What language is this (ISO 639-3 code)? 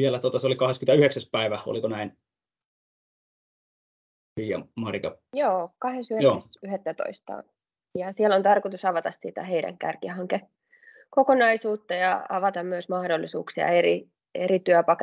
fin